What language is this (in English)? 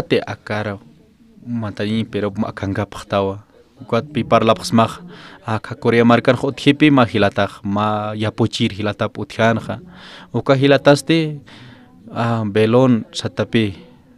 Aymara